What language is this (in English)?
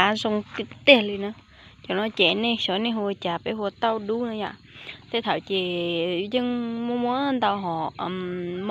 Hmong